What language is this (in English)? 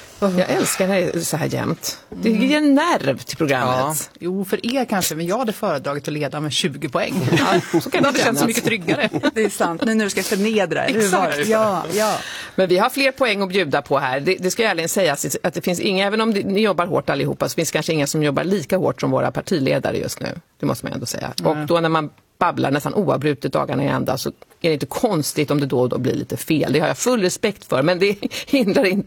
Swedish